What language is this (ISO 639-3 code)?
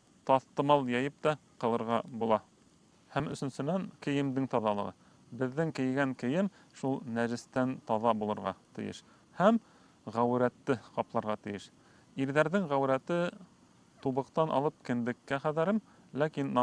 bak